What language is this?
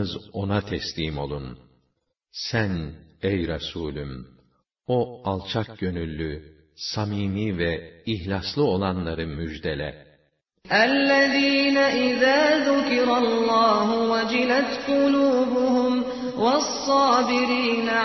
Turkish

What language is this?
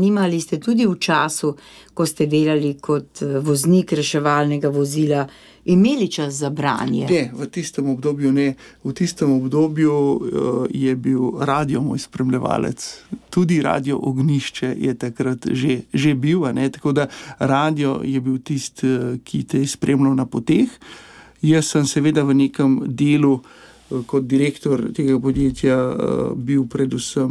Slovenian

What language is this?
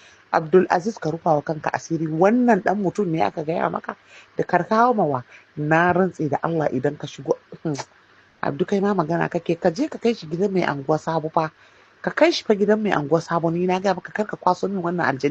Hausa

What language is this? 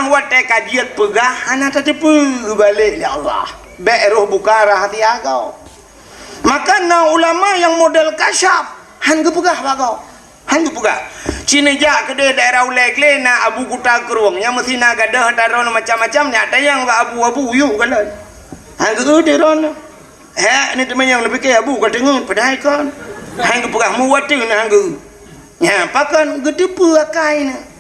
Achinese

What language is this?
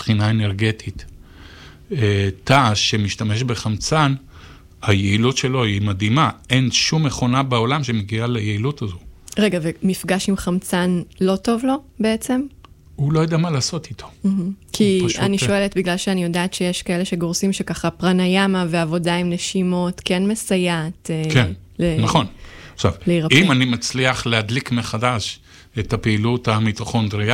Hebrew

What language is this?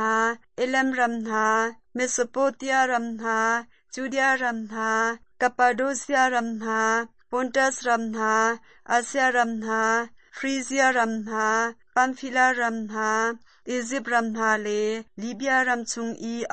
Hakha Chin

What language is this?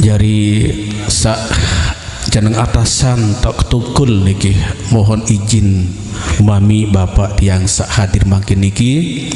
Sasak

